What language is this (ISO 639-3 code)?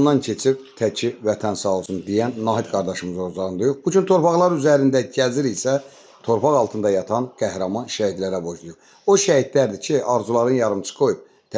aze